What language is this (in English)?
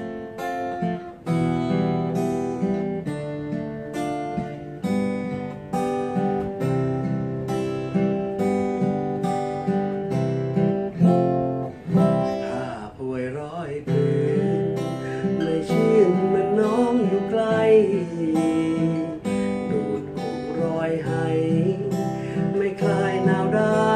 Thai